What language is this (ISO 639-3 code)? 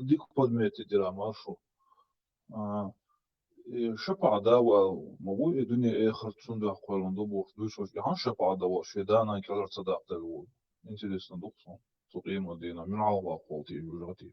che